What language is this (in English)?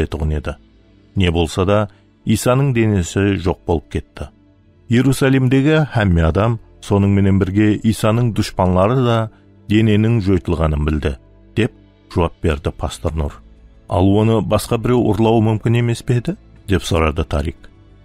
Kara-Kalpak